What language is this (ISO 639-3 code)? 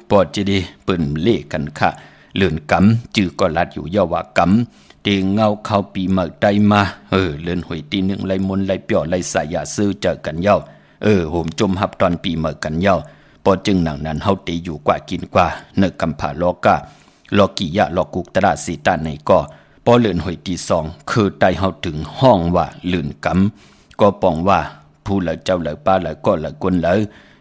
shn